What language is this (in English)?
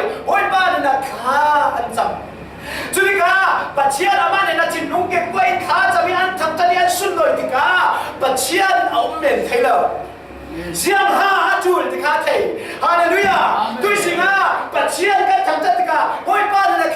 Falam Chin